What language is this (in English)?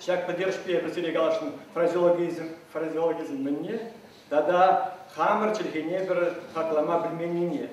Chuvash